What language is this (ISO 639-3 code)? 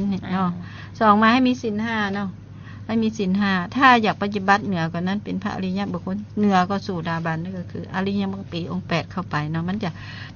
lao